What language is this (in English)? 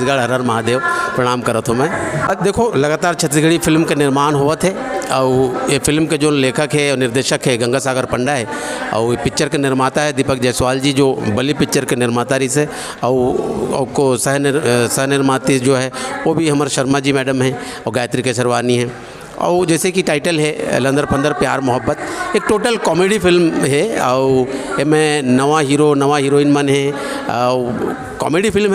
Chhattisgarhi